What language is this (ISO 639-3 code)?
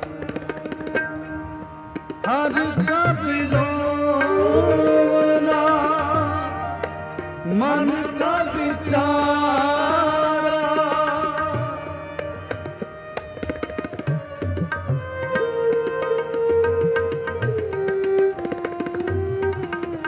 pan